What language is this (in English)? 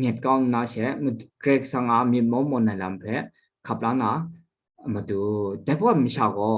Kachin